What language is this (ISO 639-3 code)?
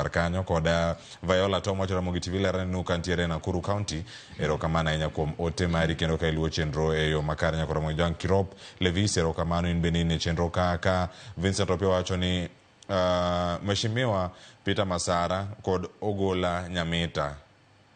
luo